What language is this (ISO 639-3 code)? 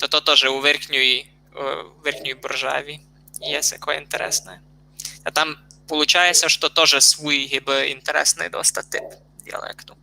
rue